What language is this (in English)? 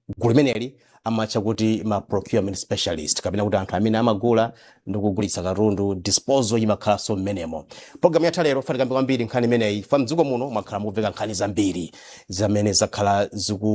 Nyanja